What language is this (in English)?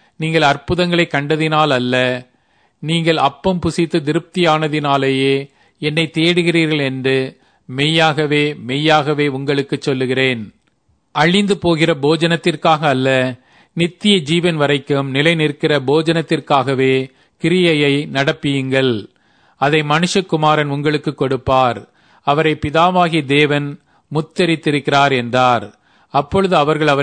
Tamil